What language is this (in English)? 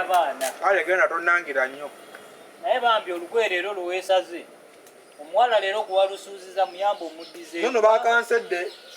Ganda